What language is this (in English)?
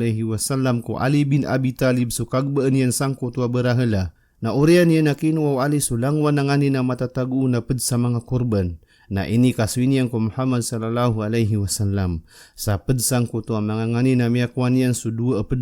Maranao